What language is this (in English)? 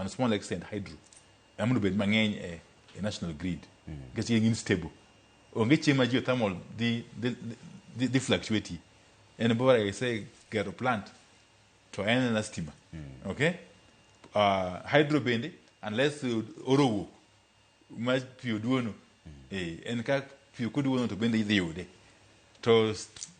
Luo (Kenya and Tanzania)